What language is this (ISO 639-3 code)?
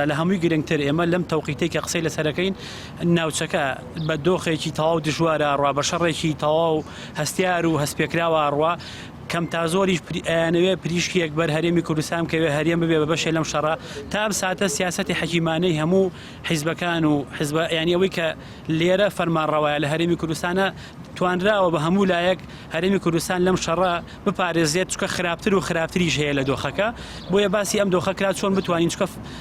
ckb